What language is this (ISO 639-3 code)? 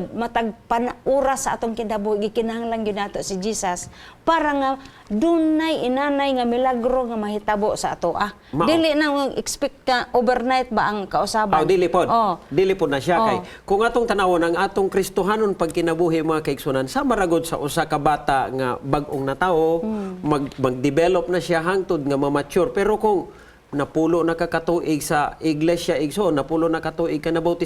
ceb